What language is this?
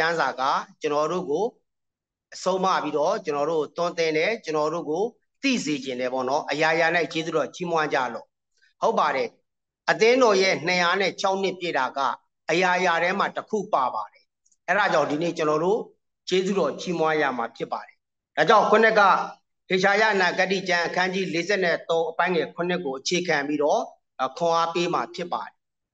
Burmese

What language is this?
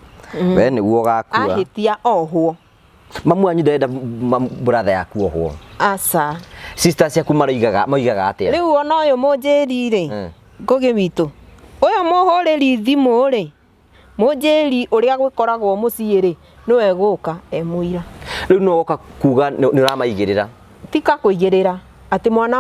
Kikuyu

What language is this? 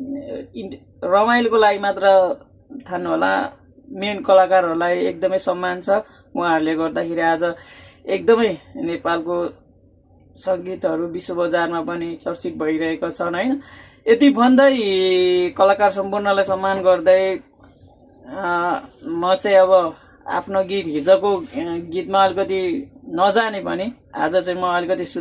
Nepali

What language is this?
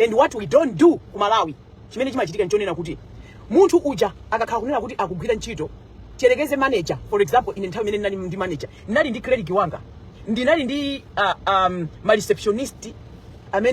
Nyanja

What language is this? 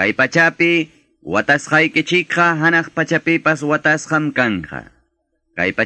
Quechua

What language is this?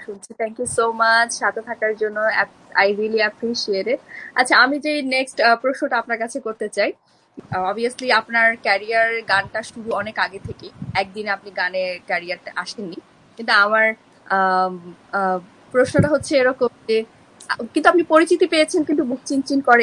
Bangla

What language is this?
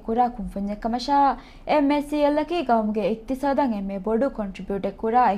Divehi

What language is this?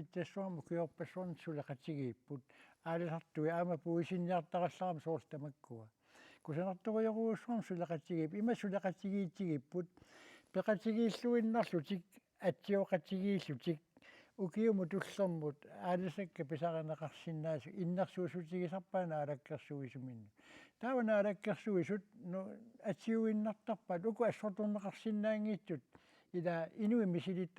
Kalaallisut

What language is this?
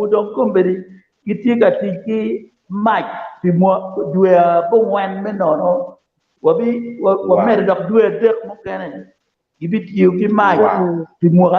Acoli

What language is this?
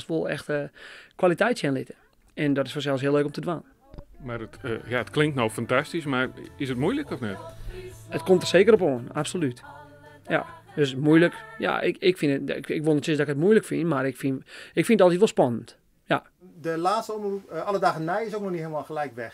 Western Frisian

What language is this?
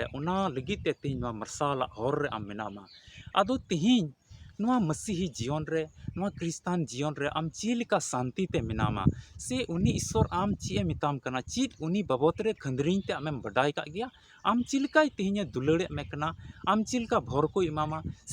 Santali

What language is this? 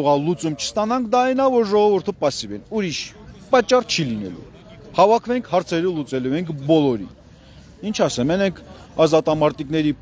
Armenian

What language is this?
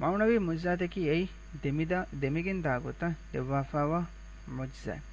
Divehi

